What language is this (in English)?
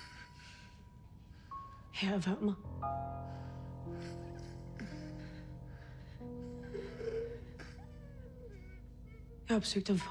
Danish